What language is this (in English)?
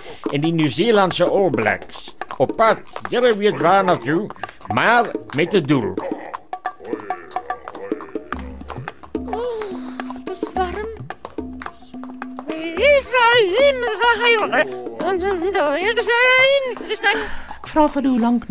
Afrikaans